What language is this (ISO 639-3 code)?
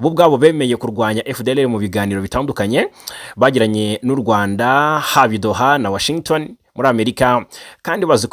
kin